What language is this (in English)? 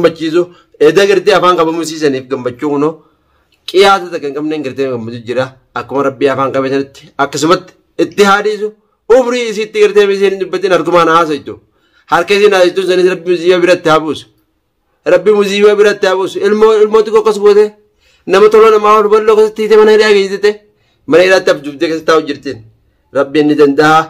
Oromo